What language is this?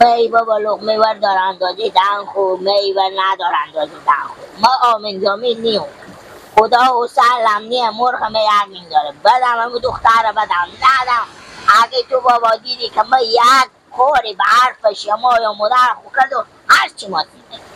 Persian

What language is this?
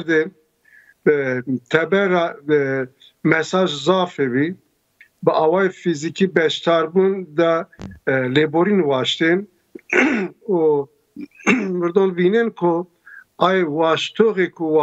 Zaza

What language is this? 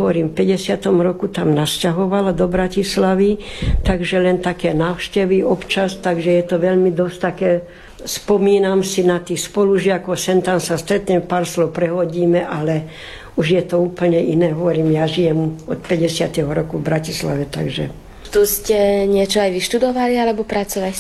Slovak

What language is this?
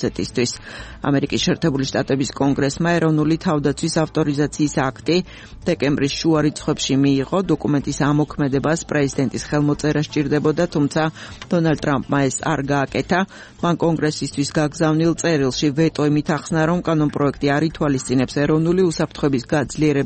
Georgian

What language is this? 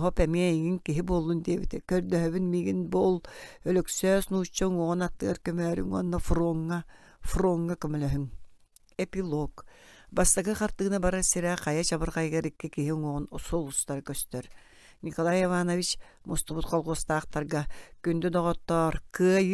Yakut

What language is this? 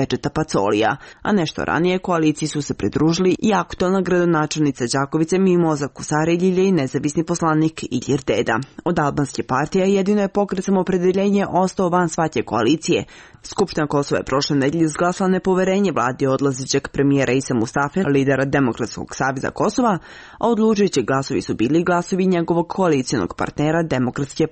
Serbian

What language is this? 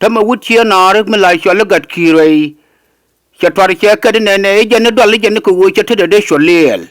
Nuer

